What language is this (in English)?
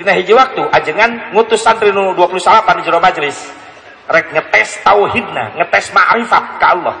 Sundanese